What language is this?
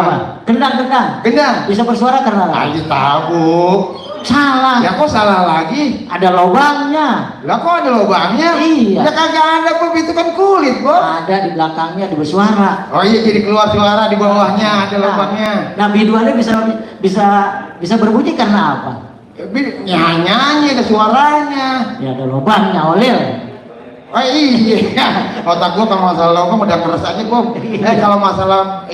Betawi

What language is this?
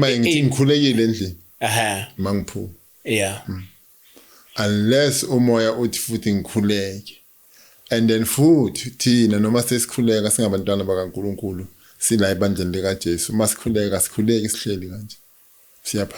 Zulu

